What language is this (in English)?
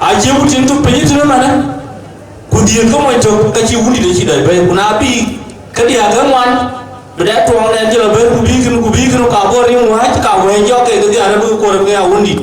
Dinka